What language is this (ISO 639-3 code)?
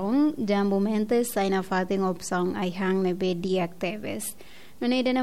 tet